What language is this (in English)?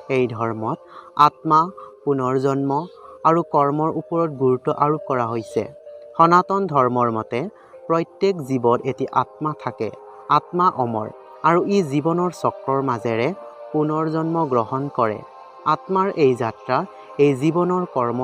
Assamese